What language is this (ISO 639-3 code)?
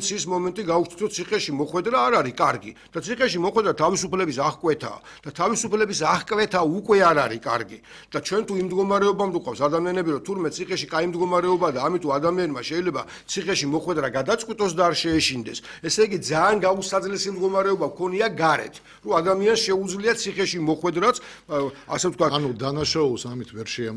kat